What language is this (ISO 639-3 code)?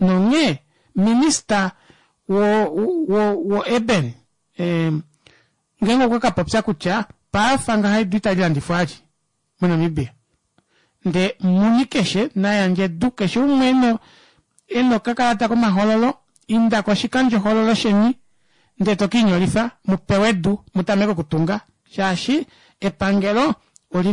kua